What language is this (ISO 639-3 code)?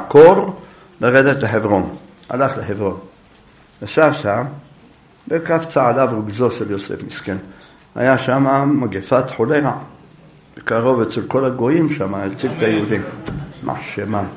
heb